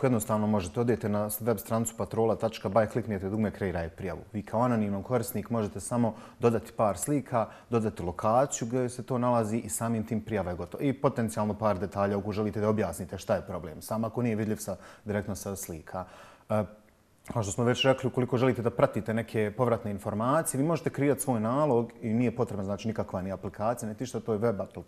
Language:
Bosnian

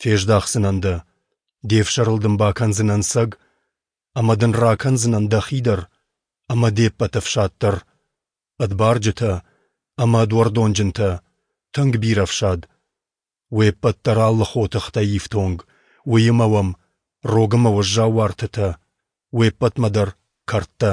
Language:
Ossetic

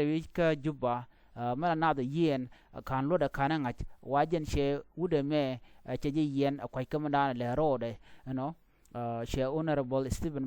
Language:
Nuer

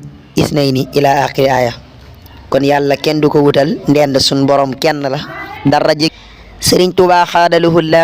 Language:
Wolof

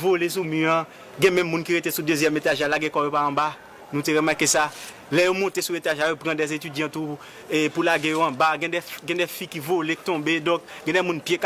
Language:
Haitian Creole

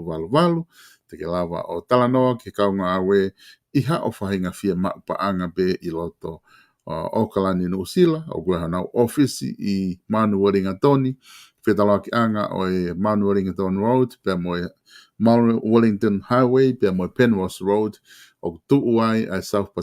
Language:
Tongan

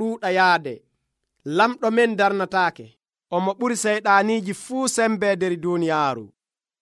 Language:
Nigerian Fulfulde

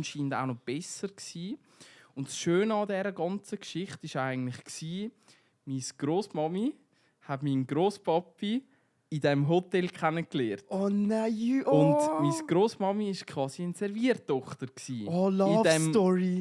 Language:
Swiss German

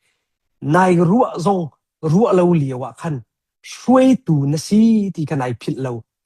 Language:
Hakha Chin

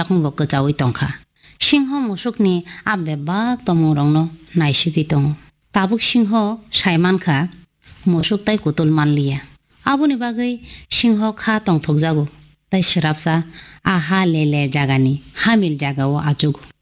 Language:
Kok Borok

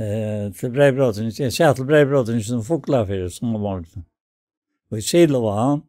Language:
Faroese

